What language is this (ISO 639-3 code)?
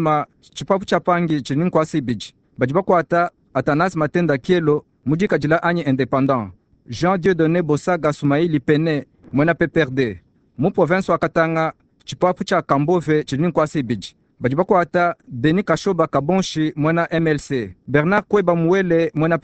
lua